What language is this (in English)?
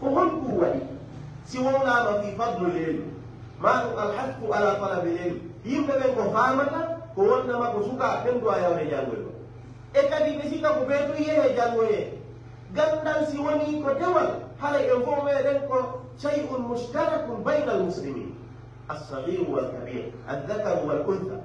Fula